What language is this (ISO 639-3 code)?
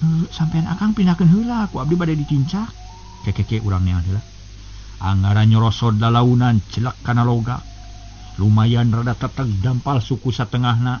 sun